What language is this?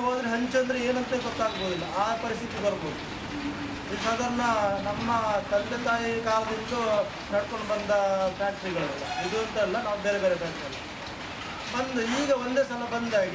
Kannada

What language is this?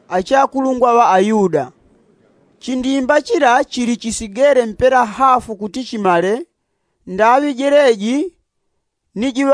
Yao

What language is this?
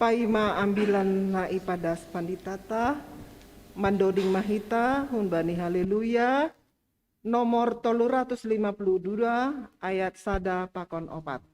Batak Simalungun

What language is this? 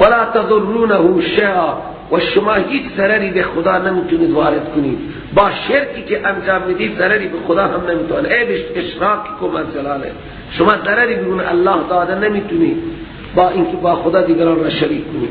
Persian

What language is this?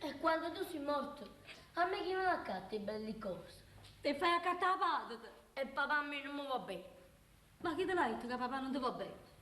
Neapolitan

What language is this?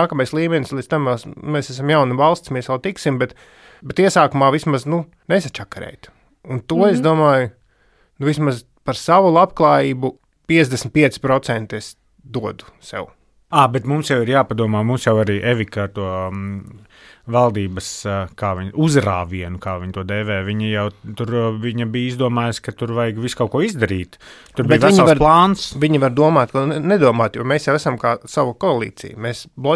Latvian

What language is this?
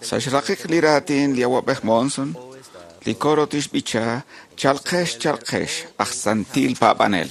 Kekchí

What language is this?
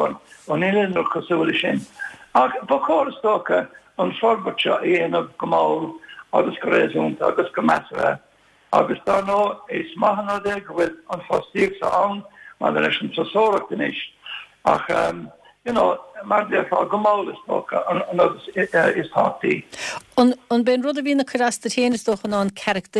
Irish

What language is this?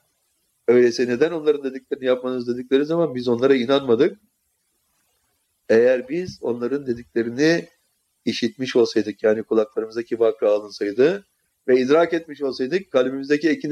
Turkish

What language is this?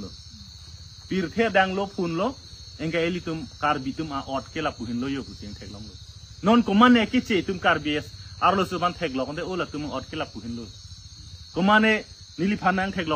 Karbi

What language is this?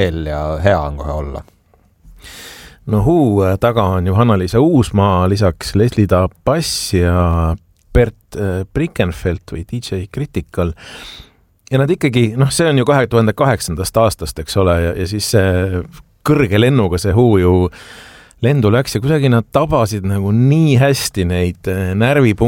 Estonian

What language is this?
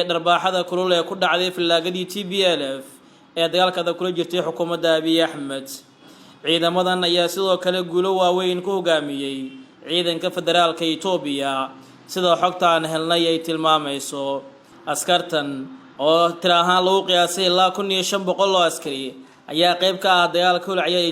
Somali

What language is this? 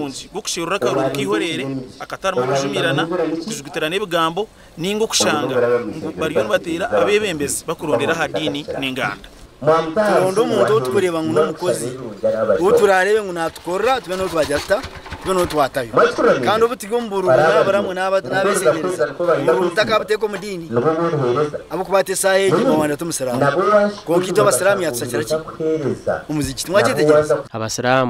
Nyankole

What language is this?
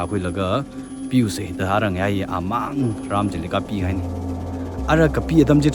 Tangkhul Naga (India)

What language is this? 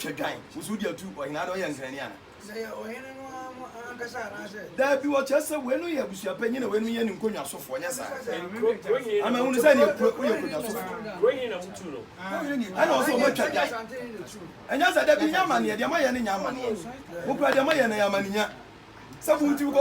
Akan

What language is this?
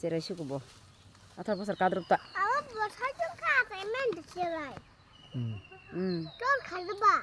Kok Borok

